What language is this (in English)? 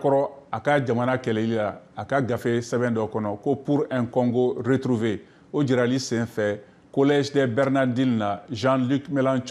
Bambara